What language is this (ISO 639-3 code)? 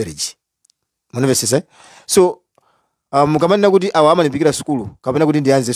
nya